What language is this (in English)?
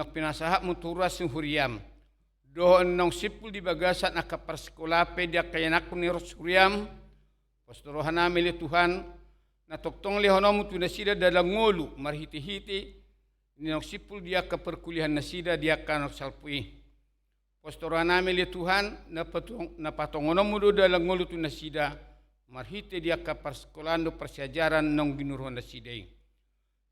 Batak Toba